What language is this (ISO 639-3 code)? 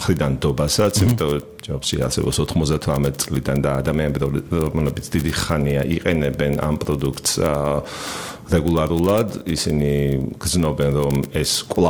kat